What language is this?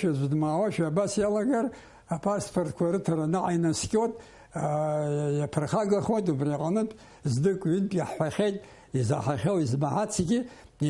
Abkhazian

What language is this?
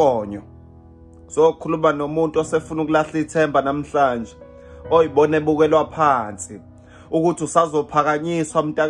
Zulu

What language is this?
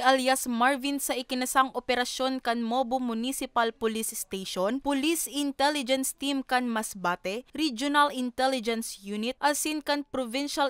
Bikol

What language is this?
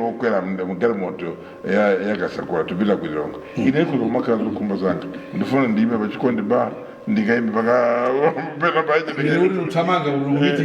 Nyanja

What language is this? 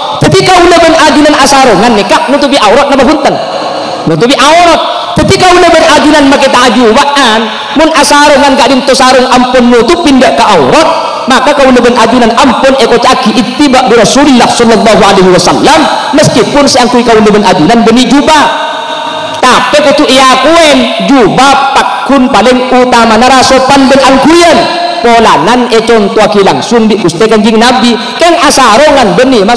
Madurese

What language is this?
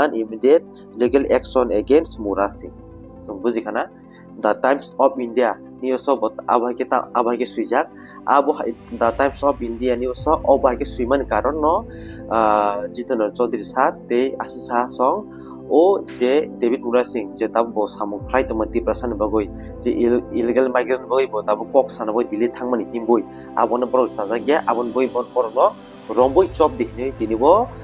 Kok Borok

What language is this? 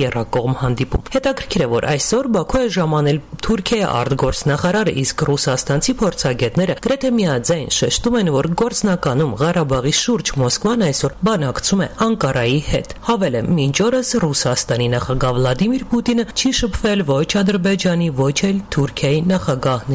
Armenian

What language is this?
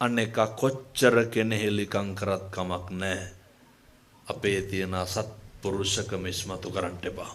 Sinhala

